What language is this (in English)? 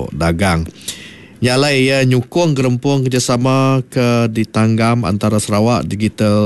Iban